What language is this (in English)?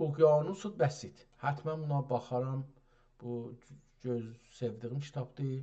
South Azerbaijani